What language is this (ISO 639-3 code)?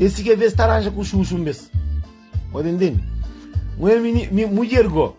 kea